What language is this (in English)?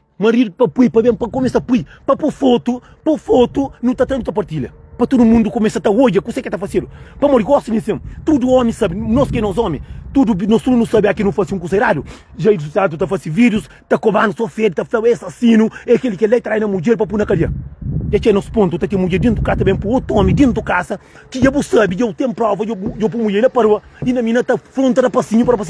Kabuverdianu